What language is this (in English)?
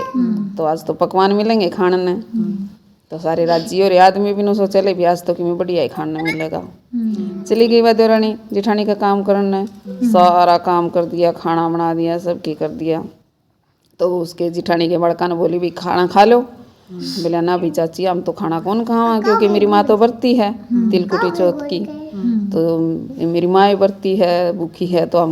Haryanvi